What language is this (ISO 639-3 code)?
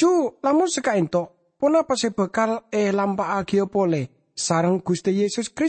mad